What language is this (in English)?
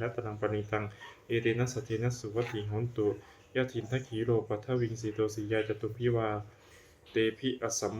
Pali